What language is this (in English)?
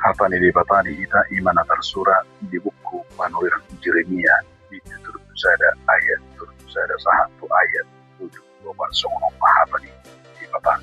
Batak Toba